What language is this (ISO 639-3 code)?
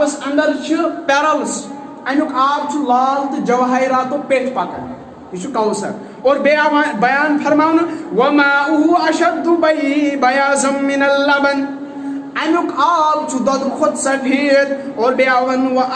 kas